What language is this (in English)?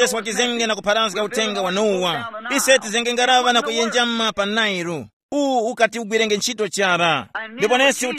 Tumbuka